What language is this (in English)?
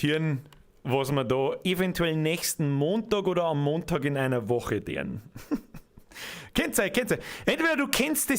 Bavarian